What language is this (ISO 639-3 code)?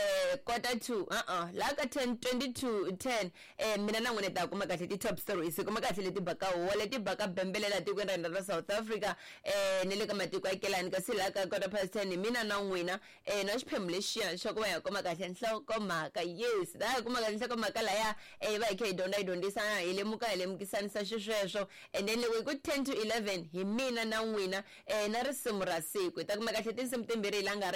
tso